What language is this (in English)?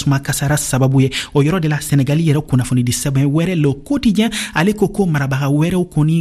Bambara